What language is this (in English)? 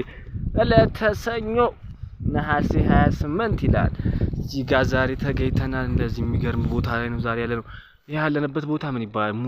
Amharic